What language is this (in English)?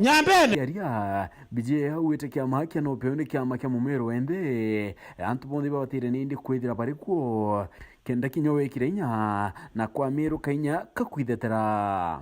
Meru